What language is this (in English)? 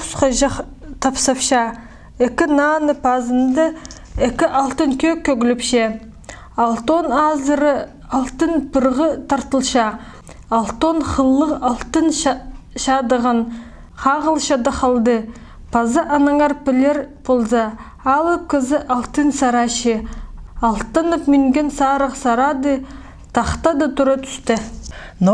Khakas